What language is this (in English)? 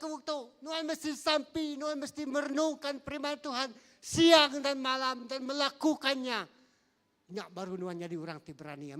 Iban